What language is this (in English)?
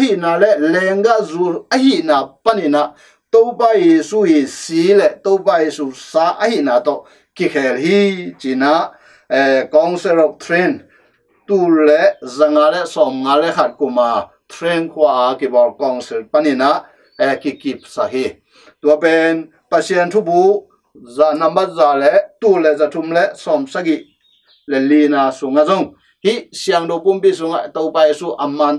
Tedim Chin